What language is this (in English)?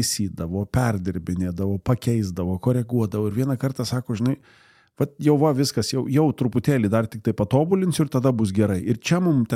Lithuanian